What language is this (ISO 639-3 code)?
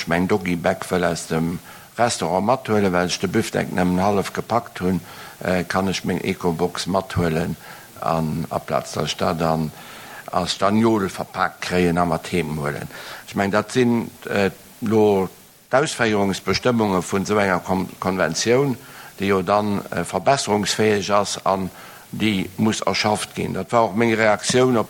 ltz